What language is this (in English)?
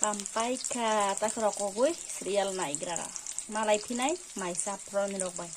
Kok Borok